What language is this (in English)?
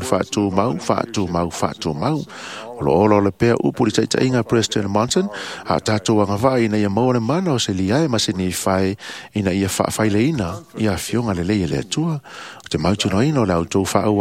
Samoan